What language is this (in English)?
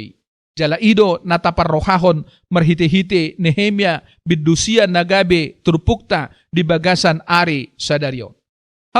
Batak Toba